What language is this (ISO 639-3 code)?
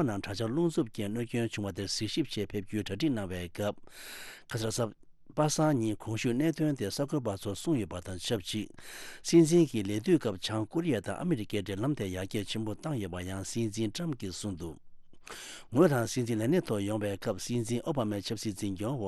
bod